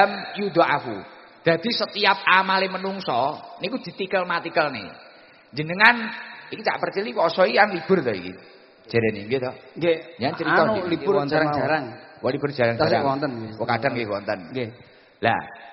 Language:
Javanese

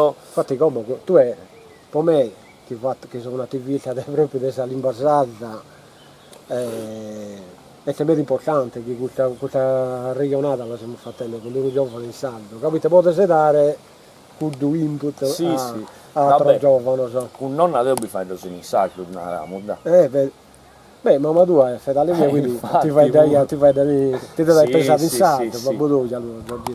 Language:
Sardinian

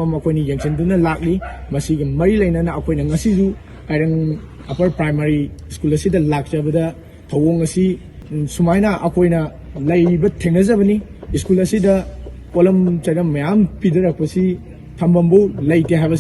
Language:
Manipuri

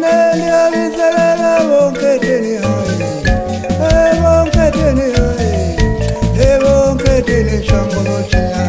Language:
Venda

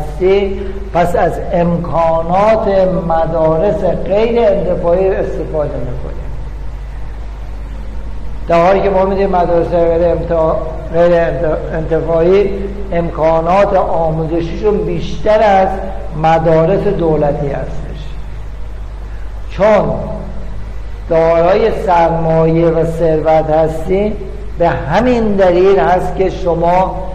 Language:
Persian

